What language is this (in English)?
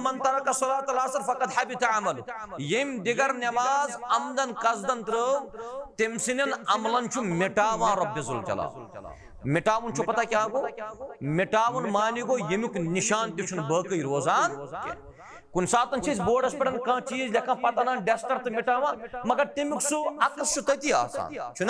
Kashmiri